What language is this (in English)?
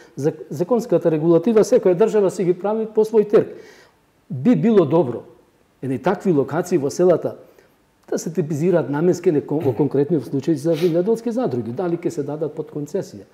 Macedonian